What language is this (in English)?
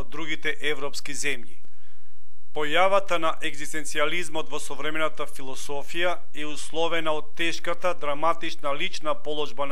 Macedonian